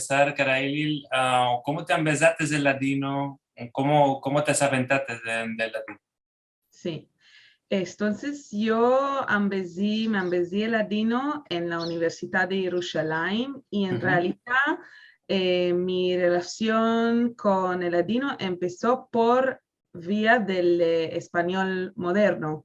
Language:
Ladino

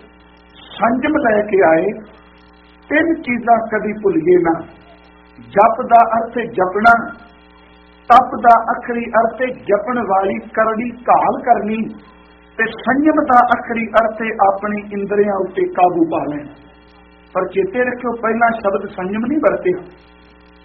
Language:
Punjabi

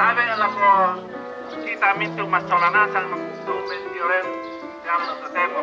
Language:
Toraja-Sa'dan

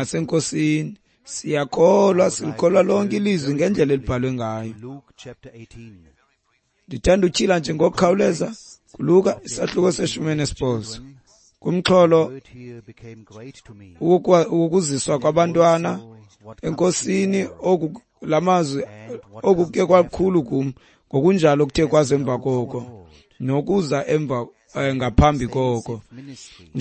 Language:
Xhosa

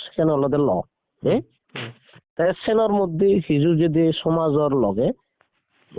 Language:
Chakma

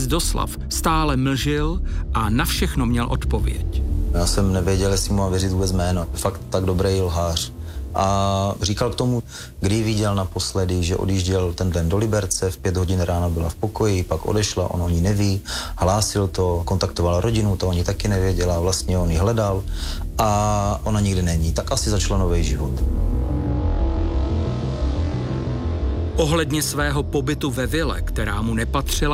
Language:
Czech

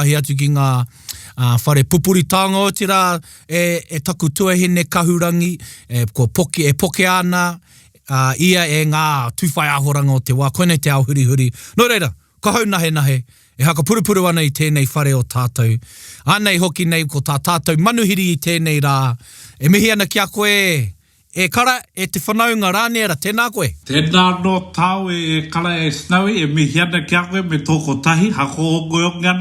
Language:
Māori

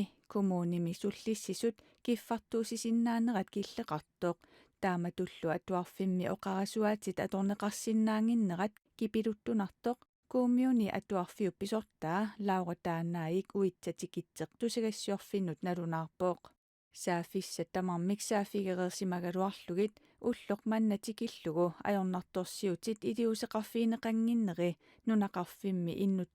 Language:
Kalaallisut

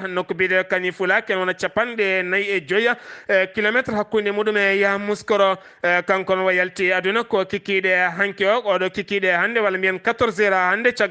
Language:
Fula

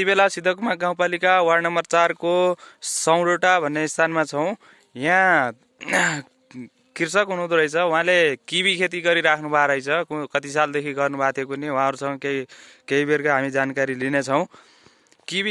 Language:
Nepali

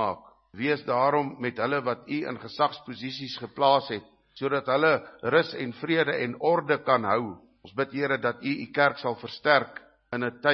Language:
Afrikaans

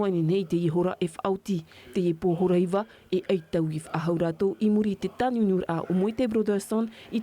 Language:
Tahitian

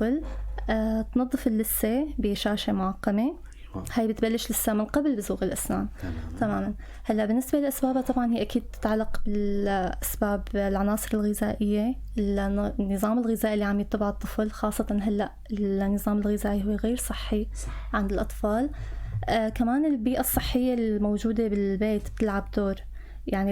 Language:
North Levantine Arabic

